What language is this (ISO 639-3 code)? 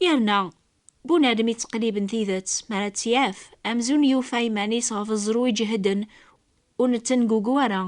kab